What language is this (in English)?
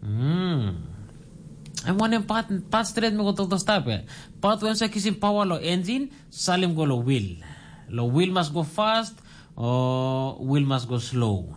Tok Pisin